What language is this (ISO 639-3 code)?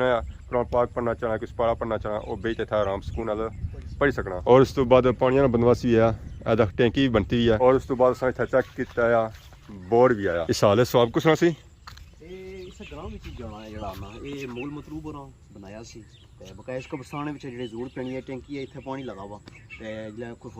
phr